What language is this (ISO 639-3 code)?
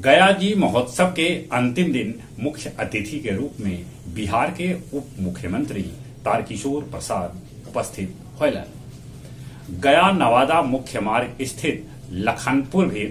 mag